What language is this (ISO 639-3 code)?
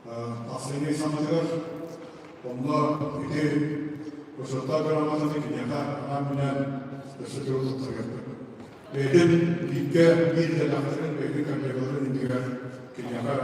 sah